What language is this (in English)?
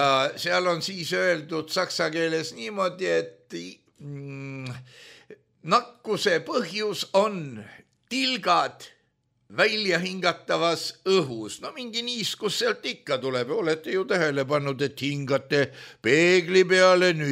Estonian